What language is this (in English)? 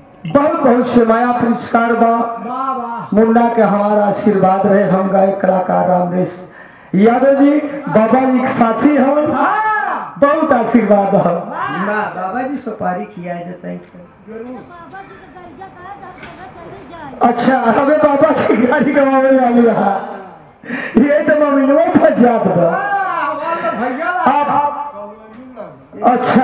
Bhojpuri